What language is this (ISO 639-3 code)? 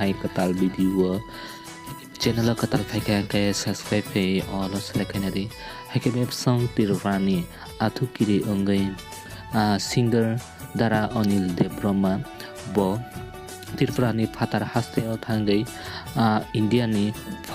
trp